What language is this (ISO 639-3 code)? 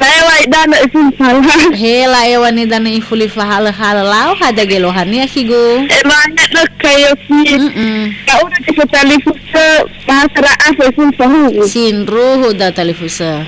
nia